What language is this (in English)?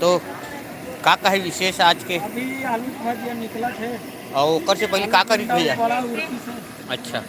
Chhattisgarhi